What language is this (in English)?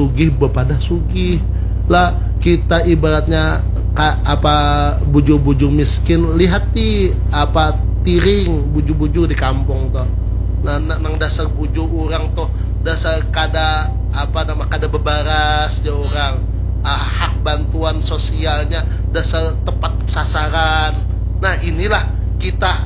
Banjar